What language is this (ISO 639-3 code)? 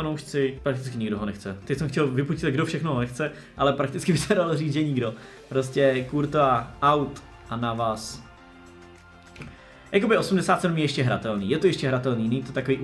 ces